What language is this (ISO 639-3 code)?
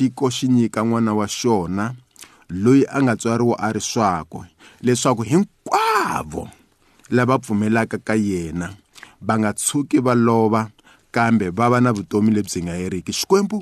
tso